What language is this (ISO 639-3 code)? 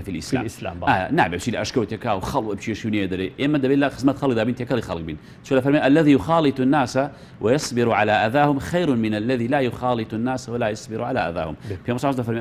ckb